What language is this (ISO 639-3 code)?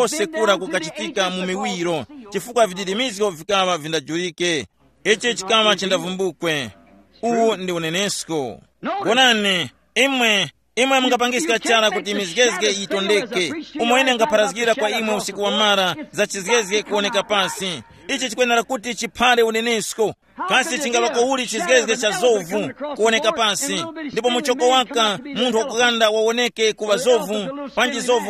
tum